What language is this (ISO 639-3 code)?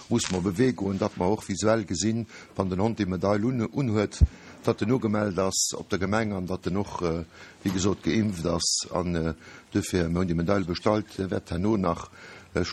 ltz